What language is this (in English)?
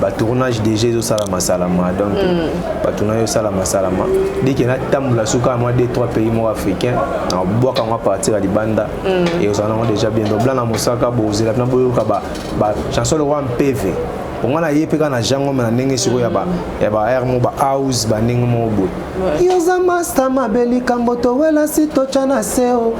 Lingala